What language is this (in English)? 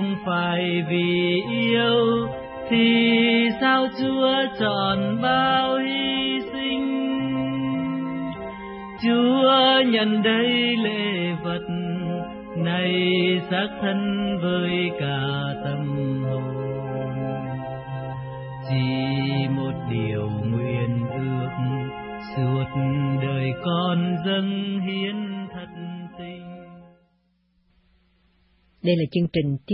Vietnamese